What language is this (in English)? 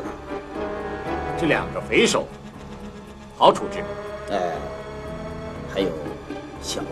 Chinese